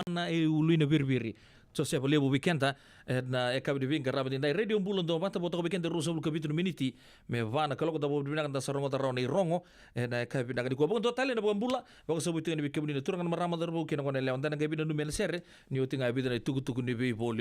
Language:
Fijian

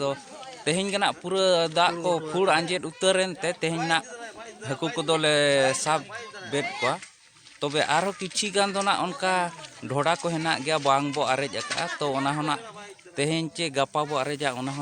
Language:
Santali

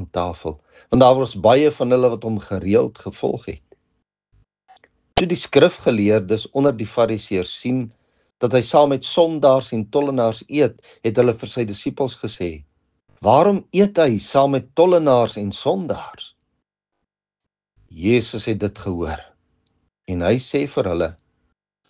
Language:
Afrikaans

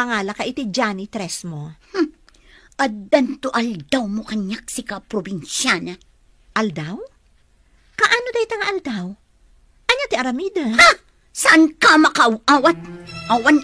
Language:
Iloko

